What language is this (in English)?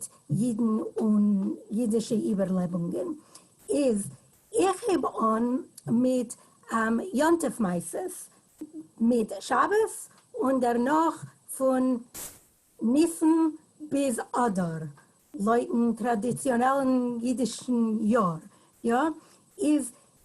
Yiddish